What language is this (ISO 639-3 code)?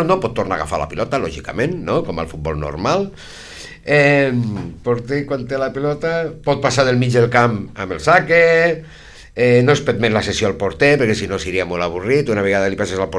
cat